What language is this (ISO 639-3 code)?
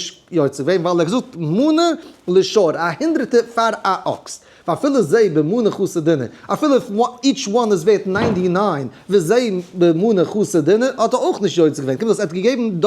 yid